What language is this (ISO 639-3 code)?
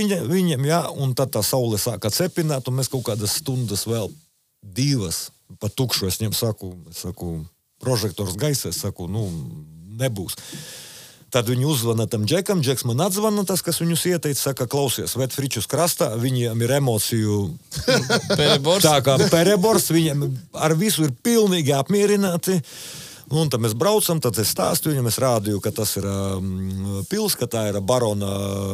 lav